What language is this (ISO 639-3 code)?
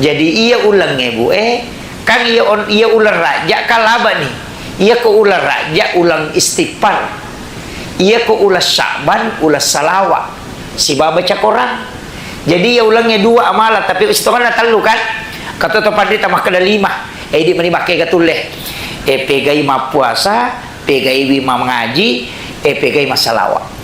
bug